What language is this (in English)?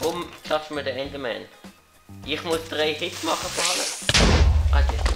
Swiss German